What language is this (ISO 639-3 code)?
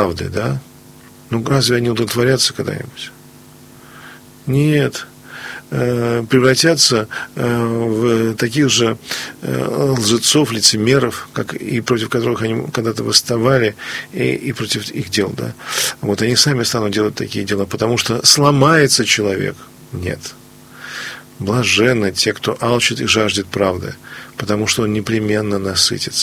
rus